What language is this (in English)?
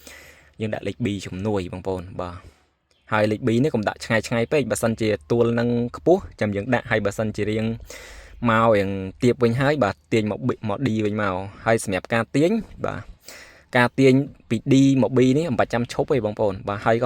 Khmer